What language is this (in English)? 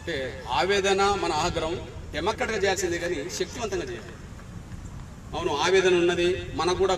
Telugu